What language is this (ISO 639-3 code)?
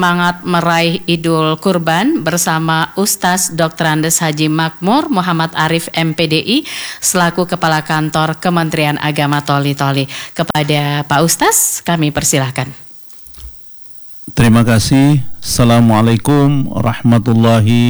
ind